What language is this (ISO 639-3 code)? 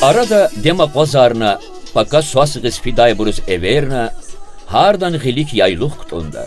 lez